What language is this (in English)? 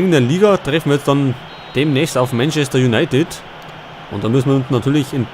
Bavarian